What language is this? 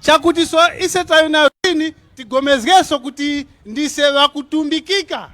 Tumbuka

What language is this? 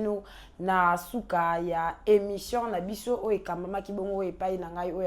Lingala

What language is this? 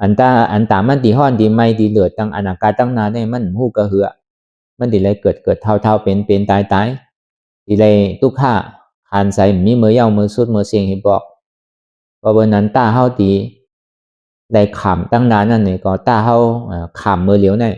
Shan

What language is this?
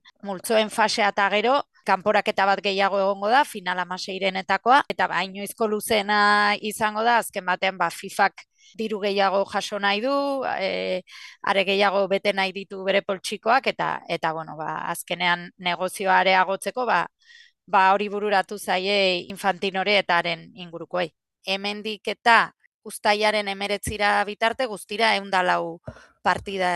Basque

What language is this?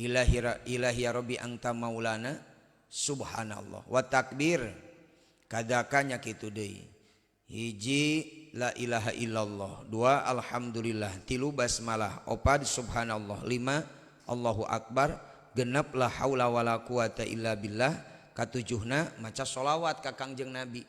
Sundanese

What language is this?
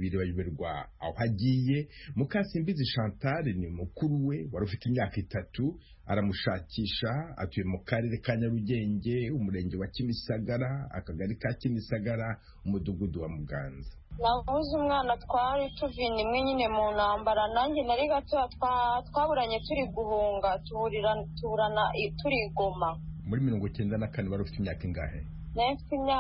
Kinyarwanda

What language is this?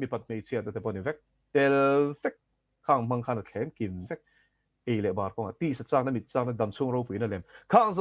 Mizo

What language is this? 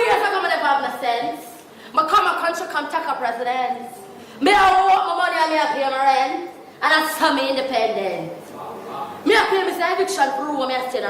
Jamaican Creole English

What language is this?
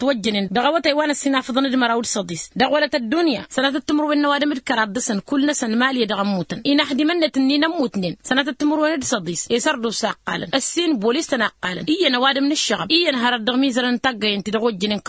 Tamasheq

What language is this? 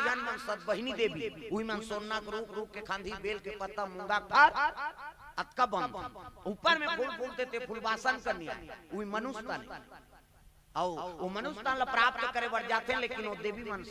Chhattisgarhi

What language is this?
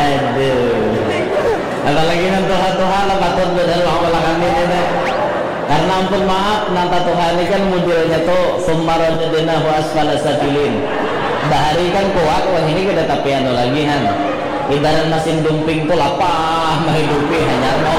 Banjar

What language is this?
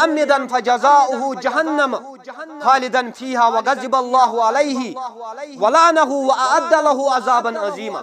Kashmiri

